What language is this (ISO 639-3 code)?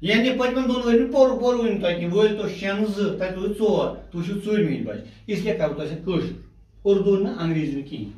kas